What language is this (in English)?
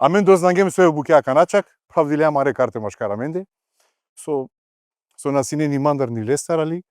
Macedonian